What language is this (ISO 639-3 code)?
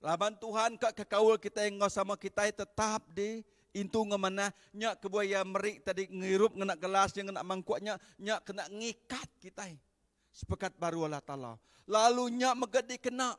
iba